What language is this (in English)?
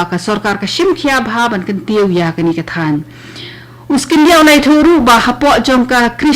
Khasi